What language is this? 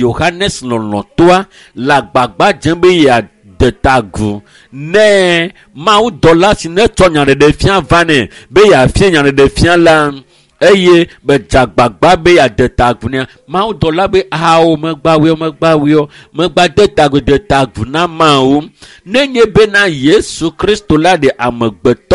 Ewe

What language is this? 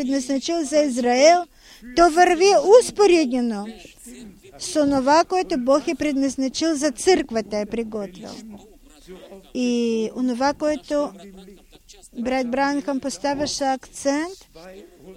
Bulgarian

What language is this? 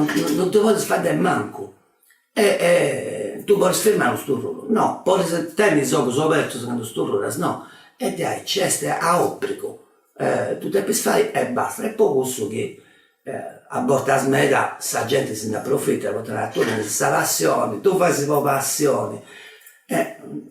Sardinian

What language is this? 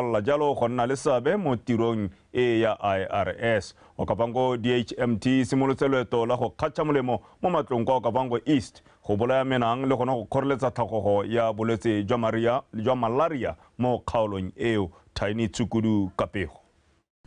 Tswana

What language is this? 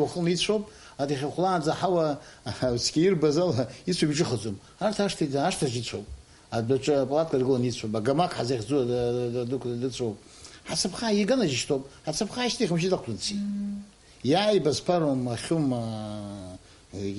Abkhazian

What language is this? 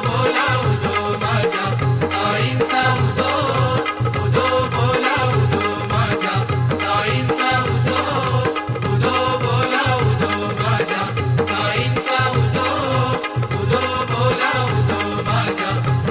Marathi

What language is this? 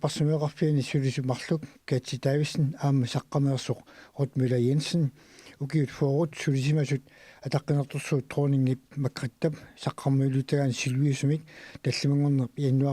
Kalaallisut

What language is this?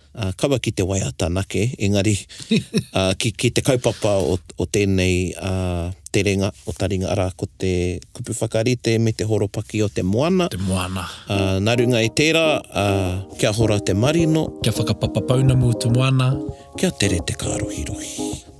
Māori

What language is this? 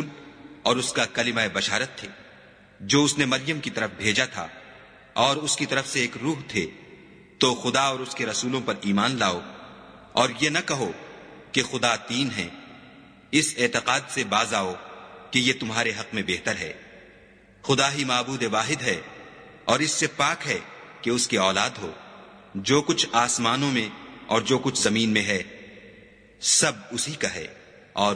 Urdu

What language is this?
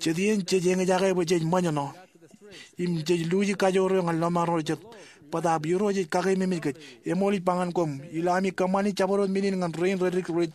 Marshallese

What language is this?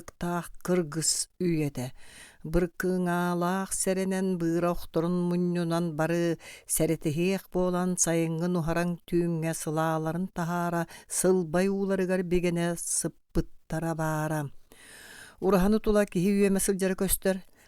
Yakut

